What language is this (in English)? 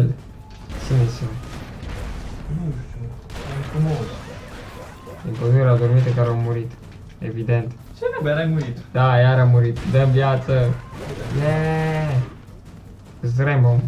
Romanian